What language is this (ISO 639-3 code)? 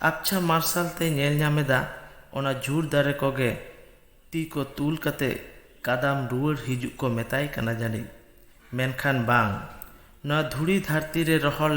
sat